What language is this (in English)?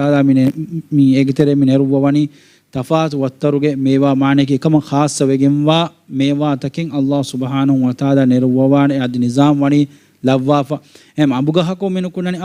Divehi